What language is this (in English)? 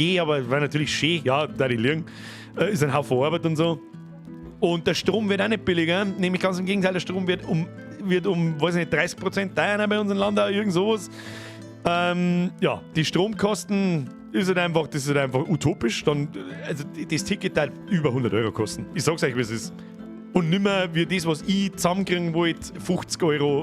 Bavarian